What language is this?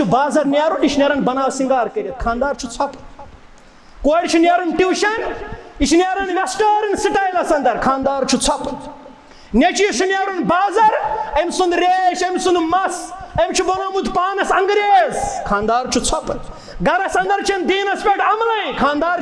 Kashmiri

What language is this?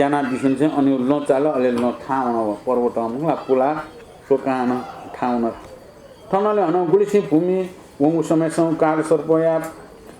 Newari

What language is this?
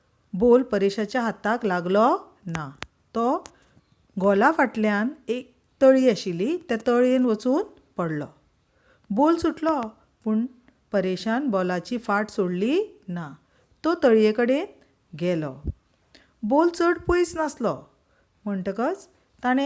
Konkani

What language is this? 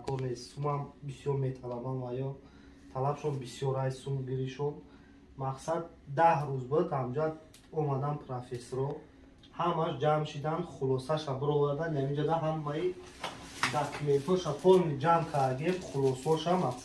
Tajik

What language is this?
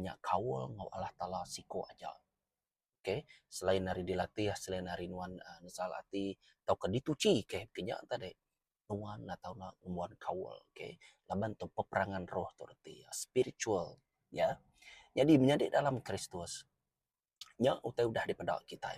Iban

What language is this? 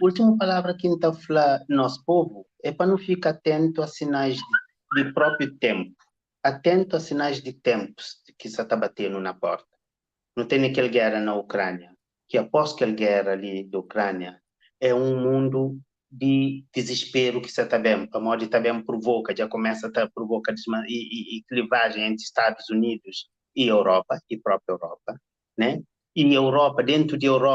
Kabuverdianu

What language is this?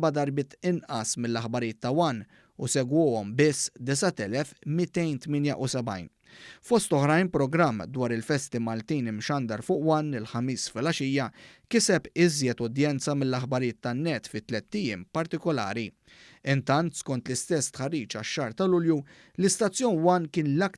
Maltese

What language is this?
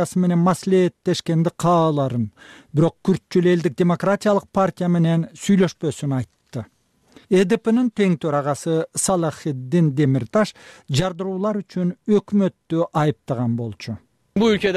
Kyrgyz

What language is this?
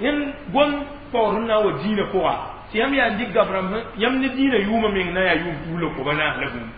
Mossi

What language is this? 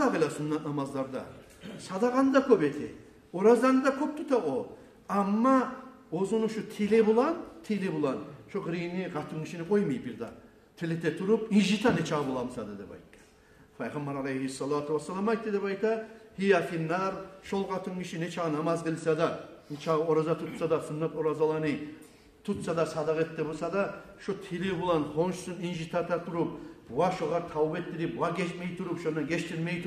Kumyk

